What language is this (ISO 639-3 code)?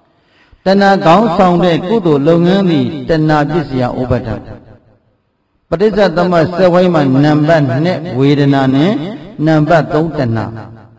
mya